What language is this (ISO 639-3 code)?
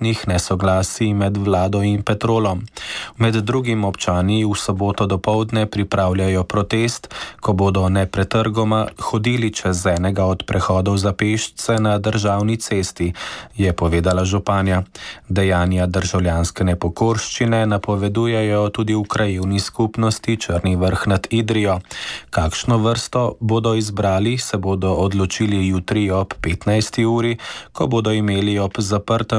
slv